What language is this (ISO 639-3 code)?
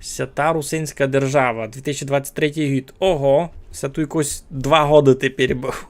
rue